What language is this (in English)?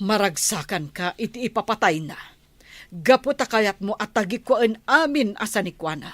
Iloko